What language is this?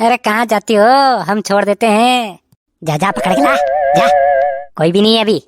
Rajasthani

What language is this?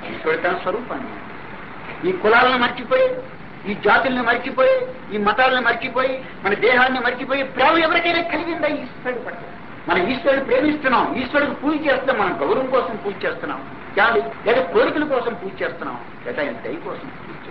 Telugu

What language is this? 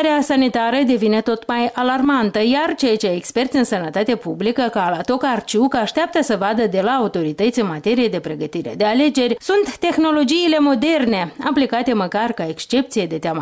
Romanian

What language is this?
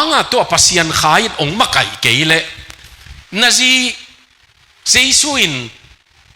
Tedim Chin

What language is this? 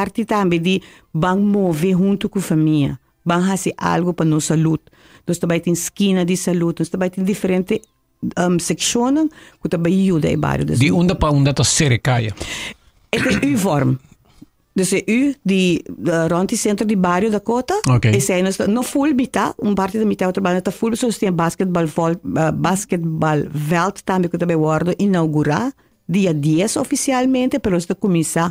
Papiamento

